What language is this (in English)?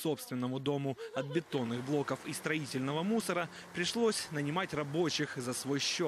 Russian